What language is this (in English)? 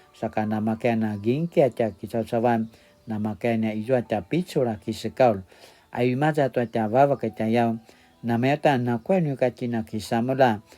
Paiwan